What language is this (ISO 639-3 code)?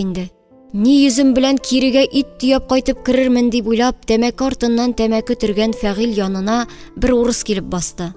tat